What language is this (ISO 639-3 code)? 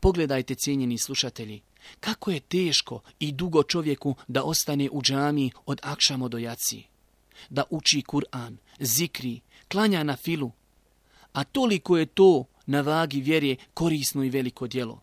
bos